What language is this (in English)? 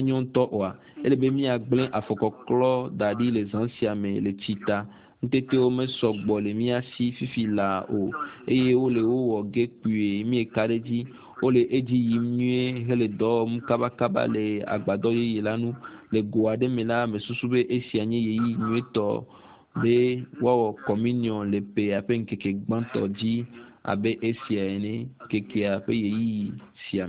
Ewe